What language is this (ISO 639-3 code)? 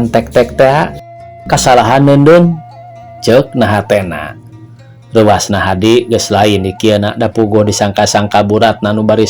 sun